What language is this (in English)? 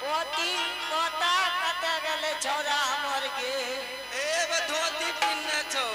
Angika